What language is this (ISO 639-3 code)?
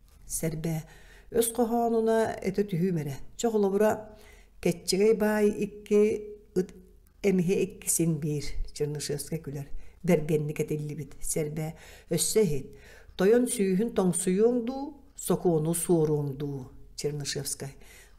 sah